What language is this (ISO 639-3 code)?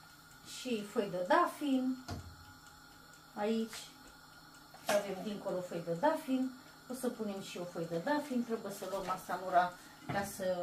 ron